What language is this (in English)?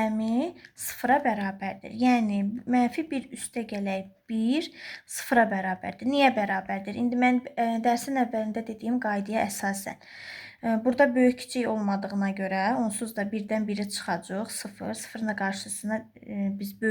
Azerbaijani